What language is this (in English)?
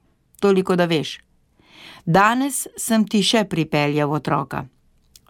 Slovenian